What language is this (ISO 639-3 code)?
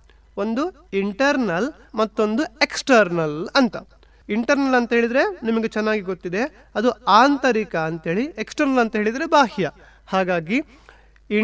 kan